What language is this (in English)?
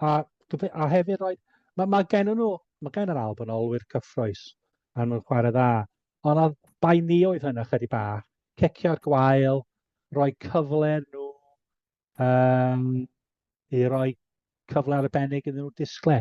Welsh